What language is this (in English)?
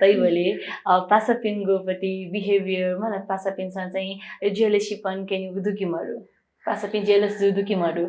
Newari